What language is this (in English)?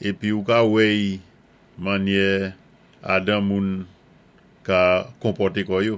Saint Lucian Creole French